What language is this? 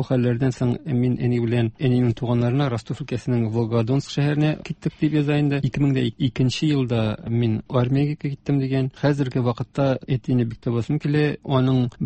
Tatar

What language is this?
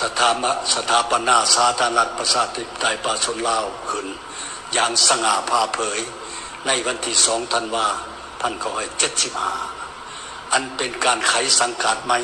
Lao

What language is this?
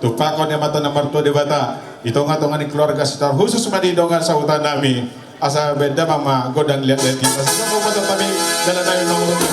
Batak Toba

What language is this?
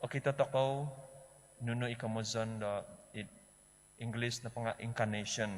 Central Dusun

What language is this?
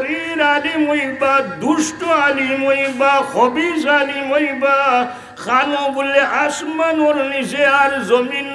Sylheti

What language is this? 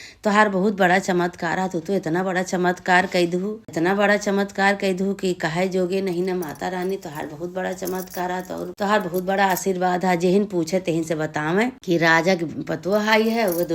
Awadhi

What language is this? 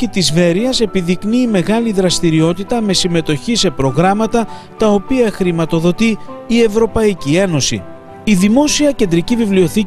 Greek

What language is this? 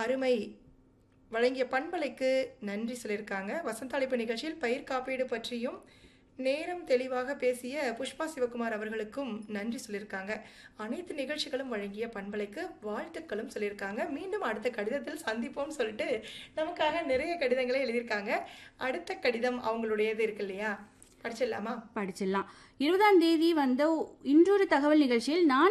Tamil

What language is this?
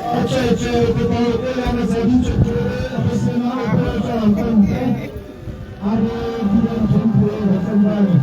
Tswana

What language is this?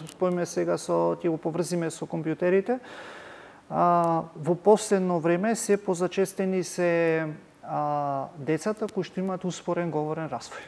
Macedonian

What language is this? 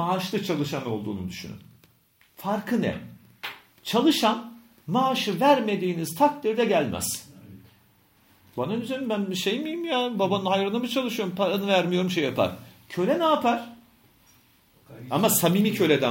Turkish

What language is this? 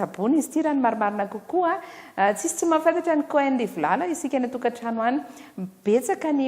Malagasy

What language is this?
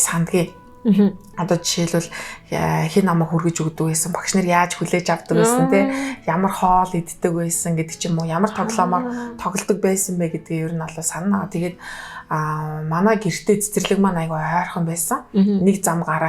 Mongolian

